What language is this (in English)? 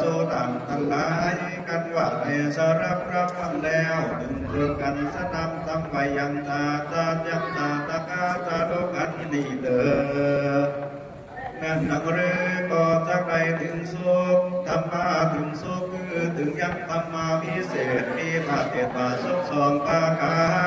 Lü